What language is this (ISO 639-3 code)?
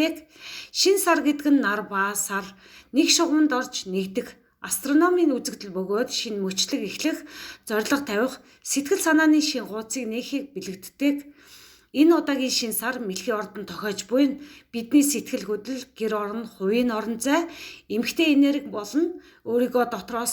mon